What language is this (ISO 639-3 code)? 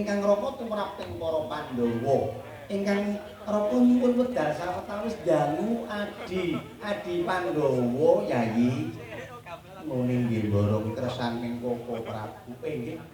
jav